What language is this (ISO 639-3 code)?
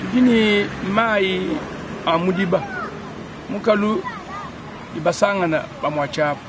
lua